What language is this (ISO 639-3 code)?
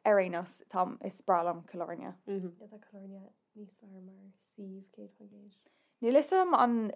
gle